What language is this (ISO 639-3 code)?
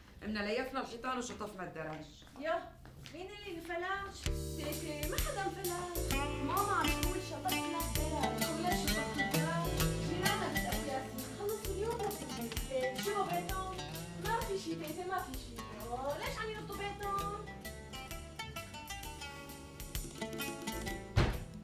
apc